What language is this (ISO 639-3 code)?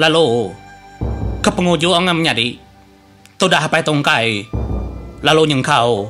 iba